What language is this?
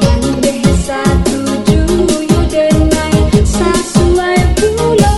Minangkabau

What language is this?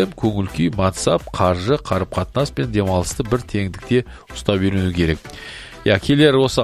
Kazakh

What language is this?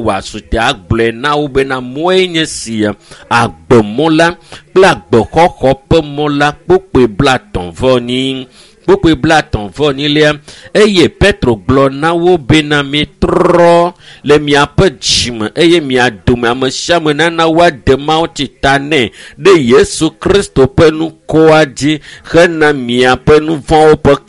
Ewe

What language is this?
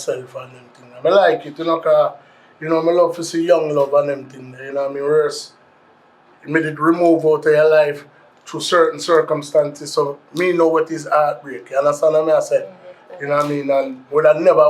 Jamaican Creole English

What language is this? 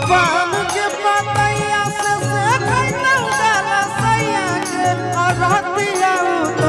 Magahi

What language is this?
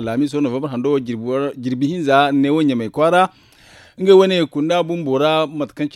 Zarma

